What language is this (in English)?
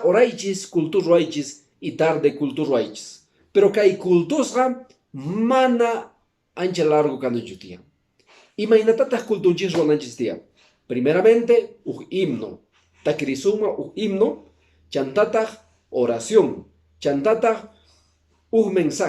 Quechua